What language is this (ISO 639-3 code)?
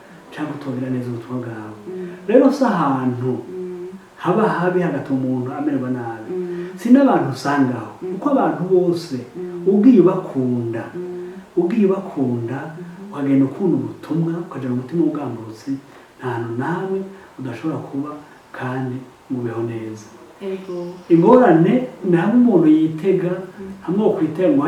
run